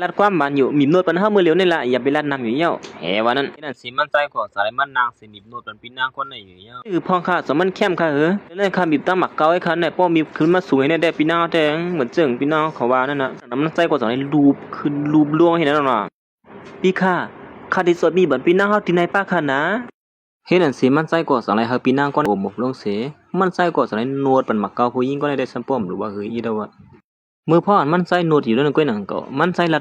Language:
Shan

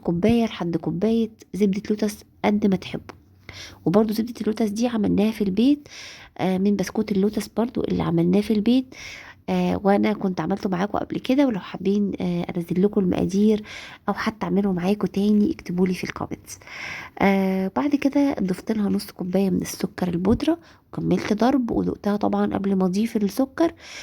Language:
Egyptian Arabic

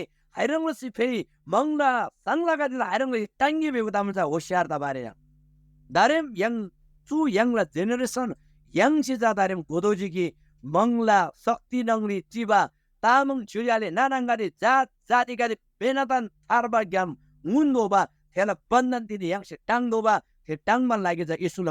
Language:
Eastern Tamang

